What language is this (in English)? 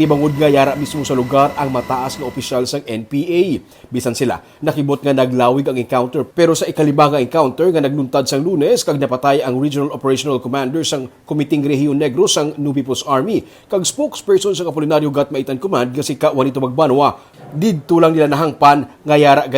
Hiligaynon